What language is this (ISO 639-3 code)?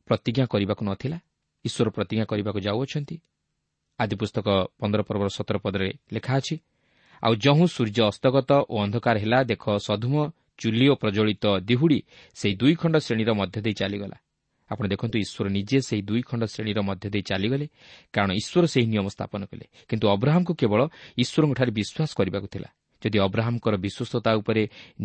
ori